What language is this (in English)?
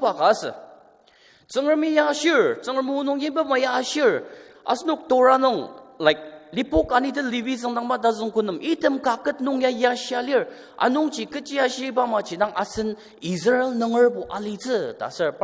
Ao Naga